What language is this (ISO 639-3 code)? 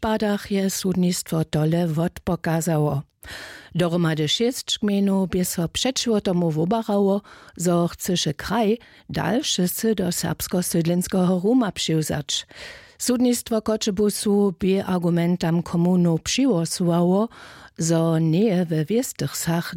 hsb